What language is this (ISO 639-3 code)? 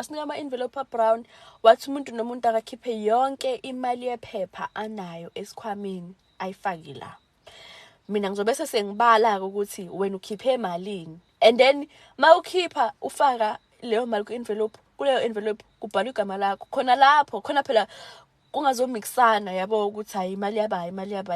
zul